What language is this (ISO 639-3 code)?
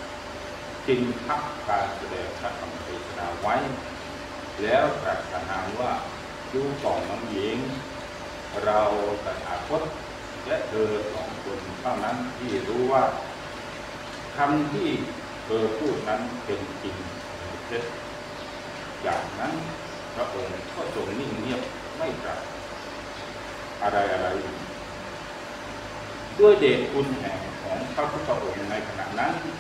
tha